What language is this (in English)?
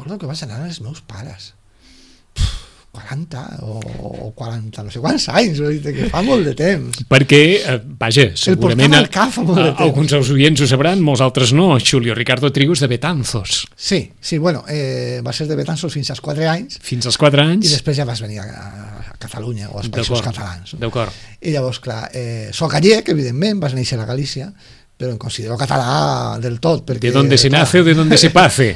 Catalan